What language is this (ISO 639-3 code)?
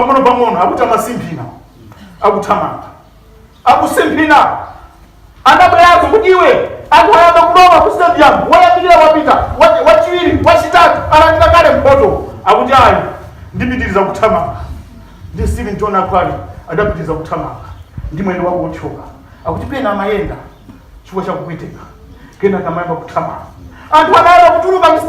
nya